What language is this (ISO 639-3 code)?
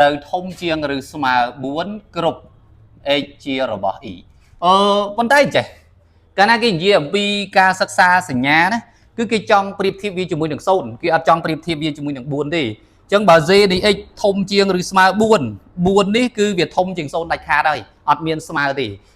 khm